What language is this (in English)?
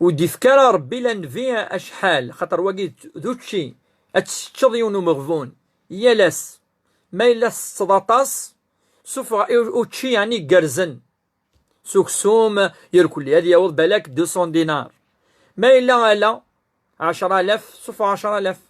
Kabyle